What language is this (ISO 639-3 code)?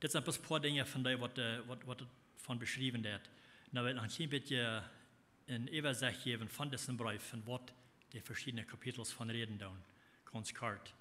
pdt